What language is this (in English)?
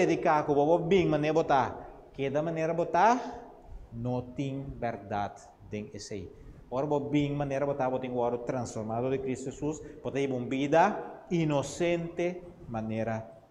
Papiamento